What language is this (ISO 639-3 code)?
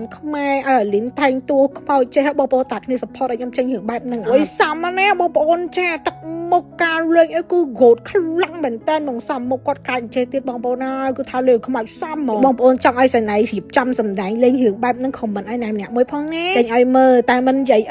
khm